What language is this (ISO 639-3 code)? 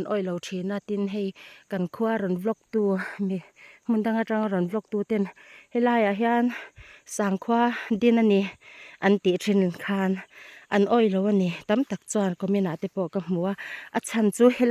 lus